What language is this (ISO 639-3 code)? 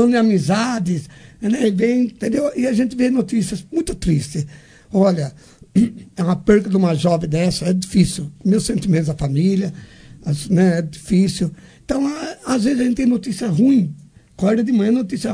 por